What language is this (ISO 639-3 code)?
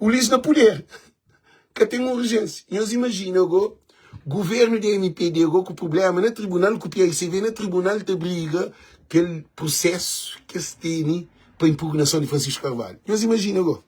kea